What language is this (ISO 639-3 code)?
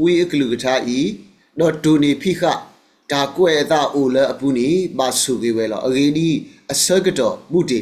ksw